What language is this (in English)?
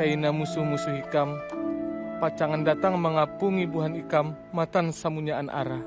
Banjar